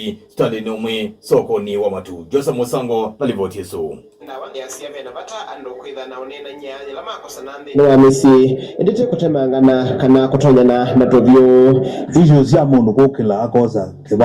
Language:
Kamba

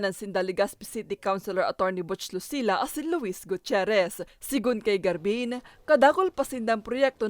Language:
Bikol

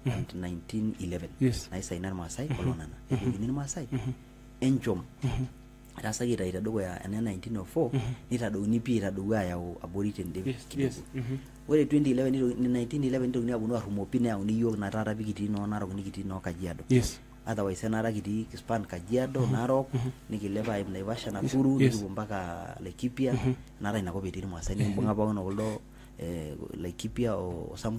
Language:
Masai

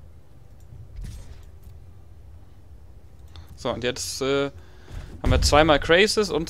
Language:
German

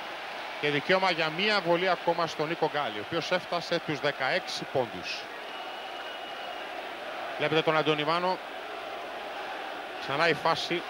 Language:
Greek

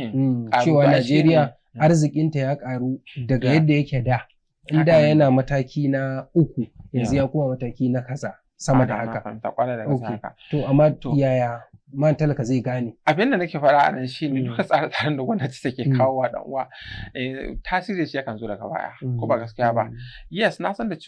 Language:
Hausa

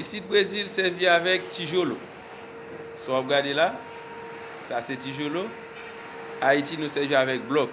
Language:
Haitian Creole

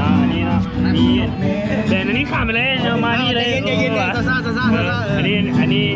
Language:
Lao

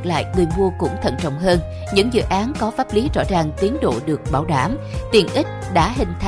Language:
Vietnamese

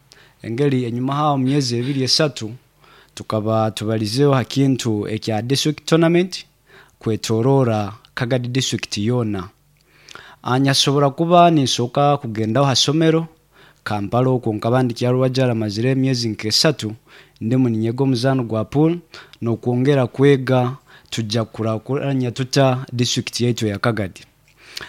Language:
Nyoro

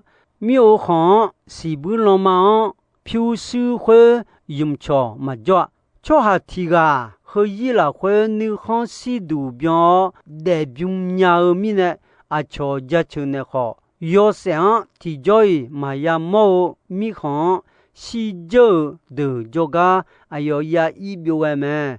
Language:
Akha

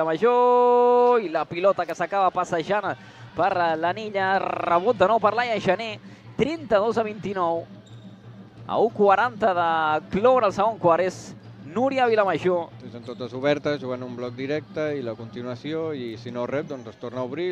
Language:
Catalan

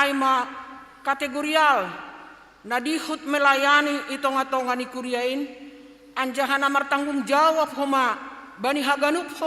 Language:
Batak Simalungun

